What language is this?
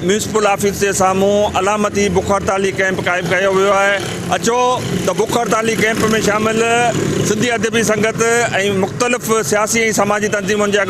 Sindhi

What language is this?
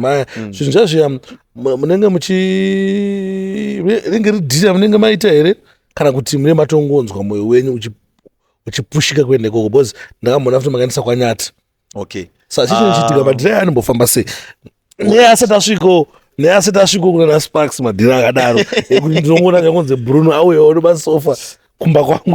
Shona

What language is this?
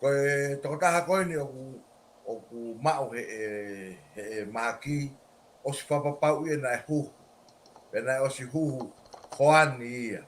Tongan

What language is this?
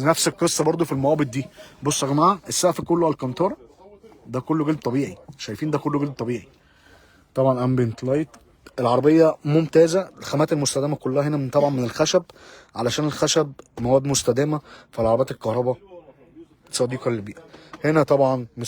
Egyptian Arabic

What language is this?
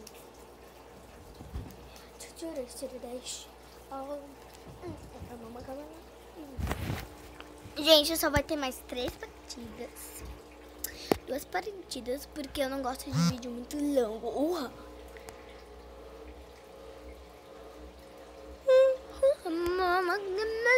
Portuguese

